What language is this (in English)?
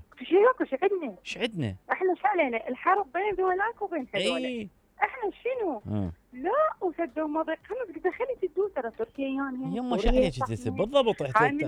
Mesopotamian Arabic